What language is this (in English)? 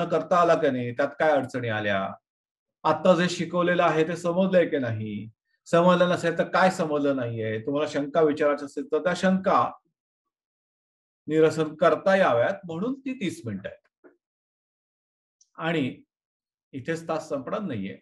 Marathi